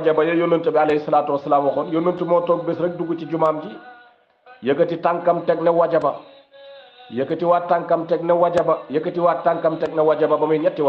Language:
Wolof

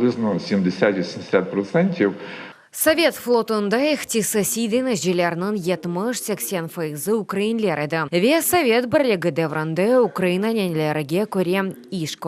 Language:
Crimean Tatar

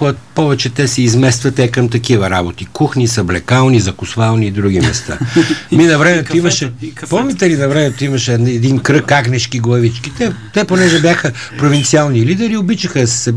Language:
Bulgarian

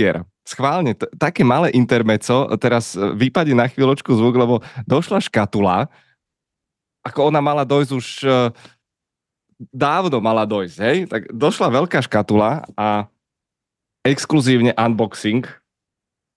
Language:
Slovak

